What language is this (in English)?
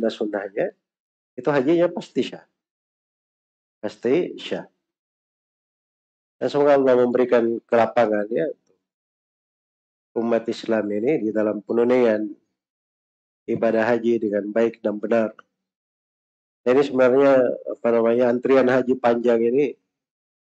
Indonesian